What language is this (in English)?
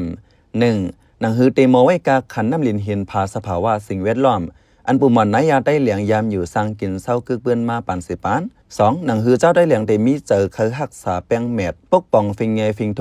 Shan